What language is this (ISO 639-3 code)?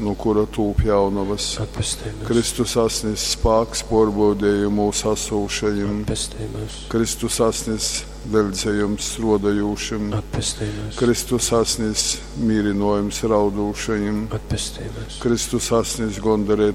ltg